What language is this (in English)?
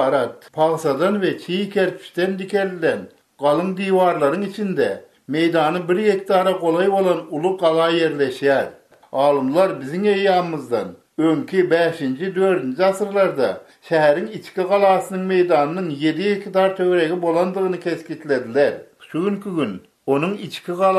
Turkmen